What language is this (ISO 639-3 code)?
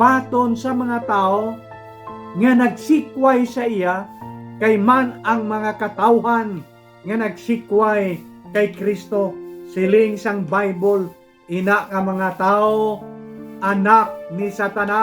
hil